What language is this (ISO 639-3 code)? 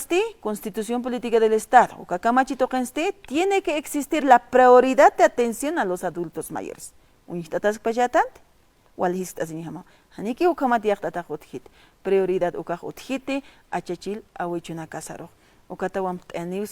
aym